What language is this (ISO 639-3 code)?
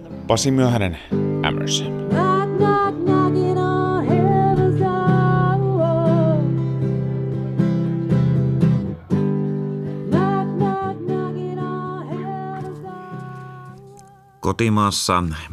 fin